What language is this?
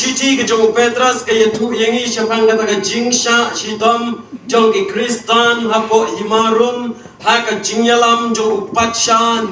Khasi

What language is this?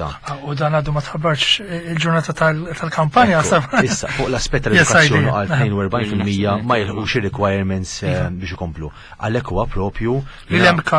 Maltese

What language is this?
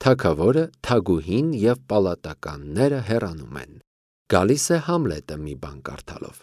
Armenian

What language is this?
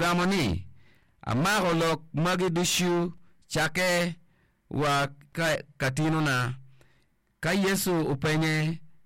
Acoli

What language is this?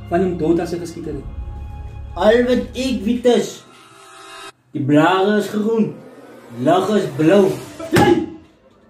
Afrikaans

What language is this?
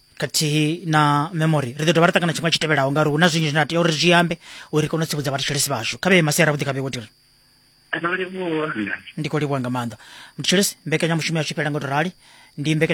Venda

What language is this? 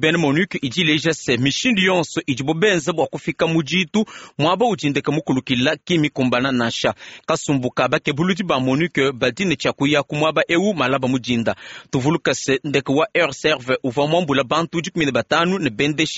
Luba-Lulua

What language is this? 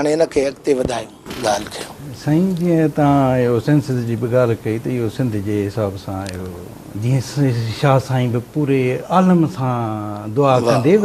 Sindhi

